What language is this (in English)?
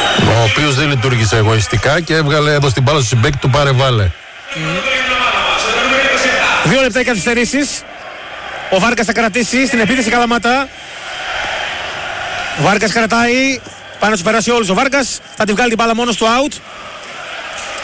Greek